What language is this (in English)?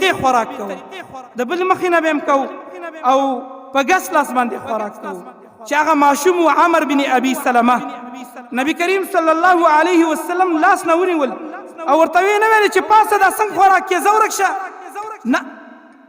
Pashto